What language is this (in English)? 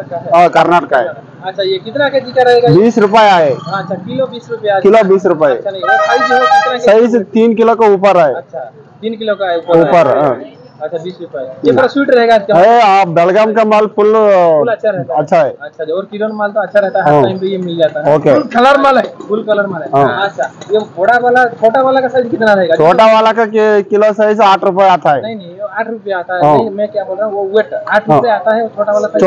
Hindi